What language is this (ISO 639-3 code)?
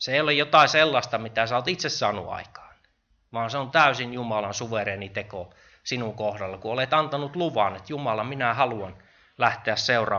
fin